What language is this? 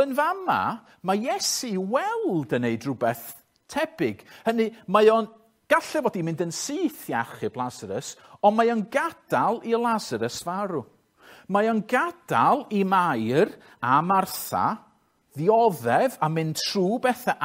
Welsh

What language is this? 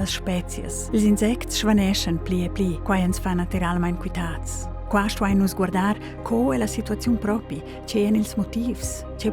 Romansh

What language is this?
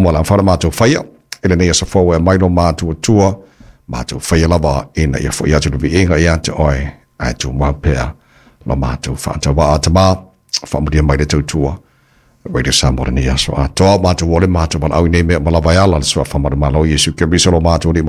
Samoan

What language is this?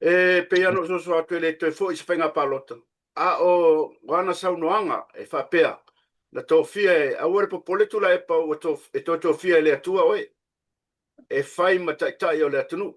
Samoan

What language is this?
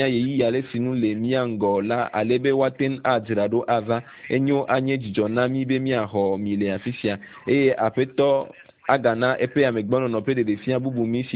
Ewe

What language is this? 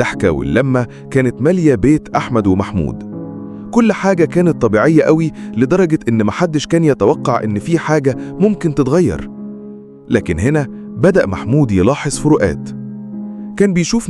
Egyptian Arabic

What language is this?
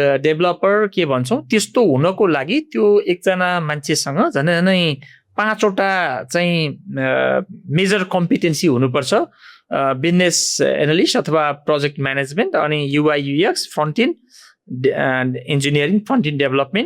Nepali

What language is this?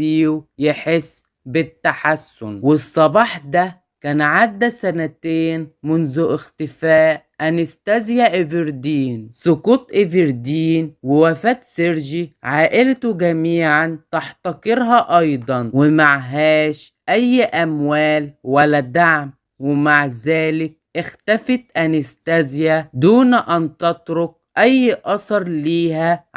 Egyptian Arabic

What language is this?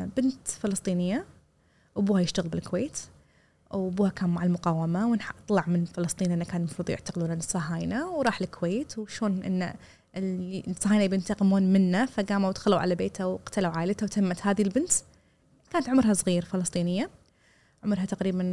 Gulf Arabic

